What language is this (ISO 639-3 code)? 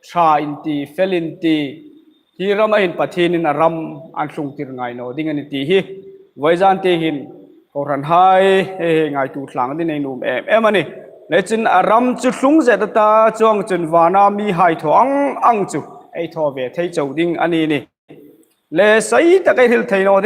hmr